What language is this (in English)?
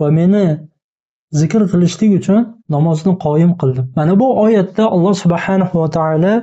Uzbek